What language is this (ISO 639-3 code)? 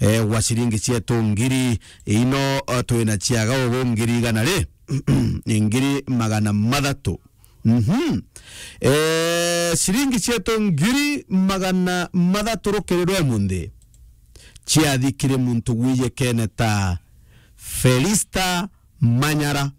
mer